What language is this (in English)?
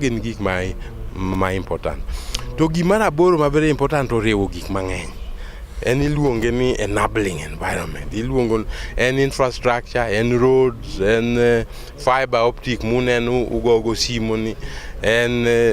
Luo (Kenya and Tanzania)